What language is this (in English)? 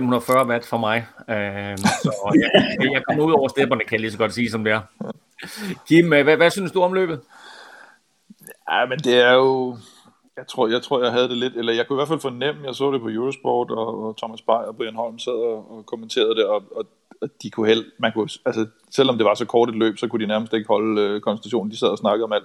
Danish